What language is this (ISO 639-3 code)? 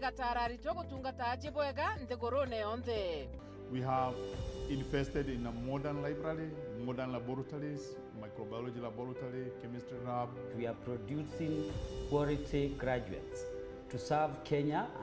mer